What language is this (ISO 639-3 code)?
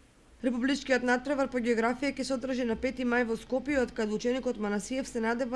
mkd